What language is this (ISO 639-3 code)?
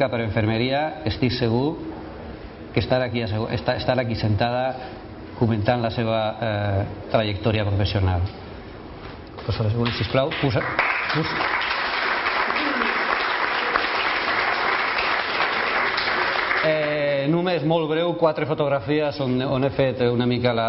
cat